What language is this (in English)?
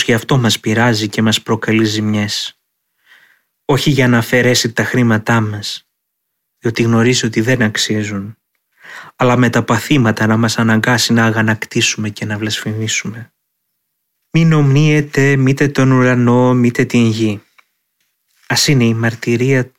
Greek